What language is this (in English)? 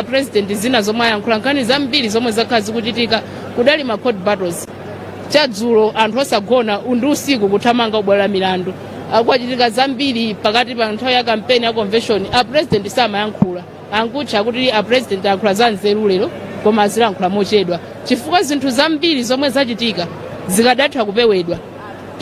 Nyanja